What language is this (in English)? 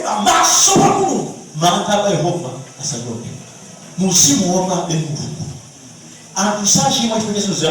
Nyanja